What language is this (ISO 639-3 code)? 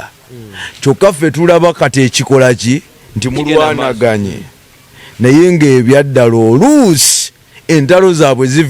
lug